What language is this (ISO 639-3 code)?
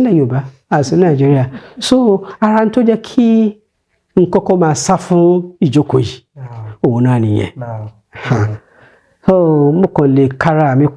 yor